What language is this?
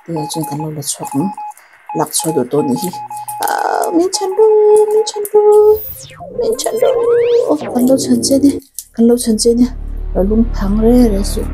Mizo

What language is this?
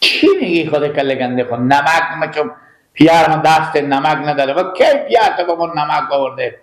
Persian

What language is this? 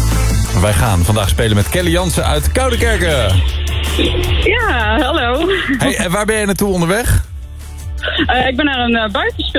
Dutch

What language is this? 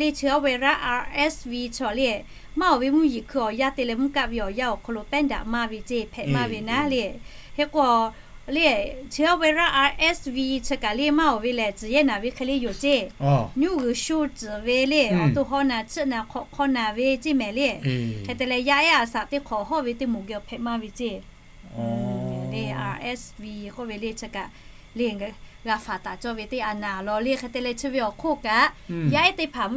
Lahu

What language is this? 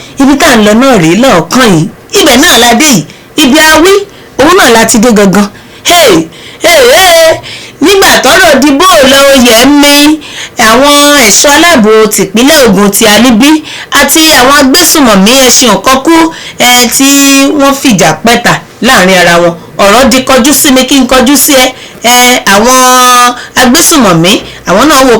Yoruba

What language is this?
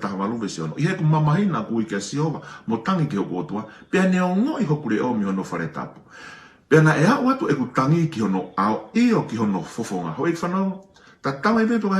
Tongan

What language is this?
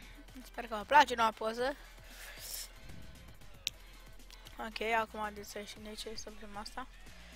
Romanian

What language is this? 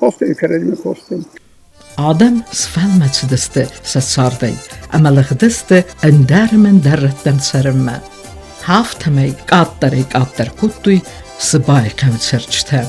Ossetic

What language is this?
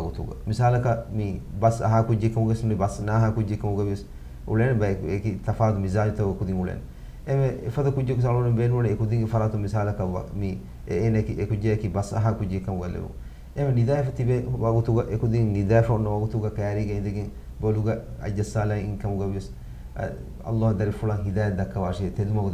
Divehi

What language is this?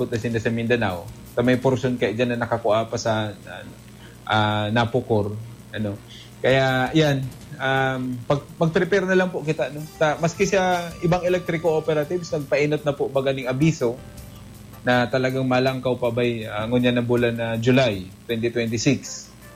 Bikol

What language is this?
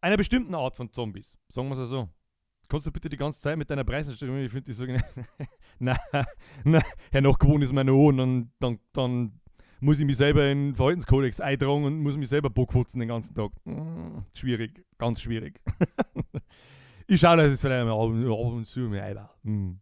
Bavarian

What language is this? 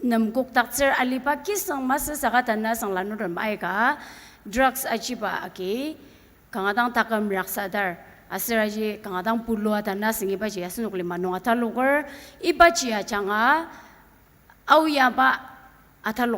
Ao Naga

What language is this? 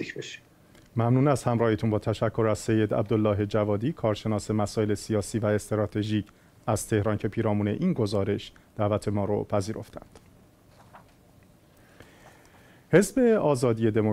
Persian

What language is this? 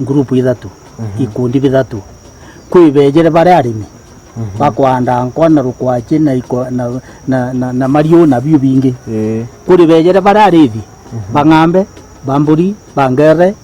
Meru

